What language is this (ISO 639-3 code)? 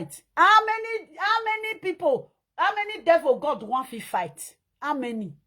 pcm